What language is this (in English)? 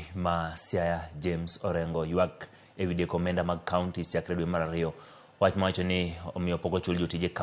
Luo (Kenya and Tanzania)